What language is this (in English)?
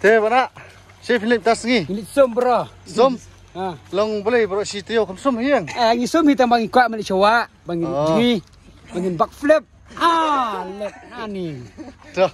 Khasi